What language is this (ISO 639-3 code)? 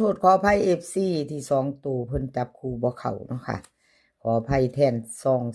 tts